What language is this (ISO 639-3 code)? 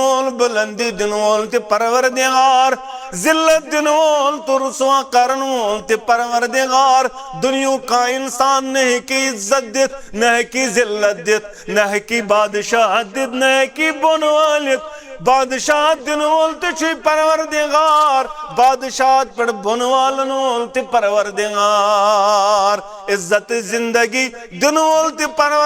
kas